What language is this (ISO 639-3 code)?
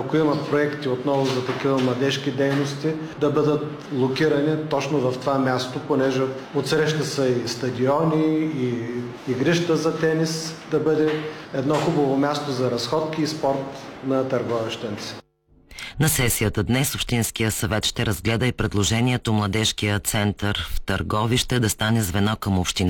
bul